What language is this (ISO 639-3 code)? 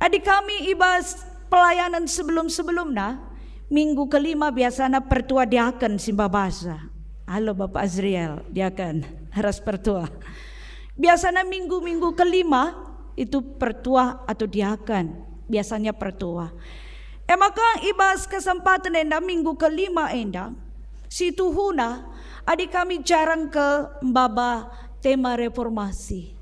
btx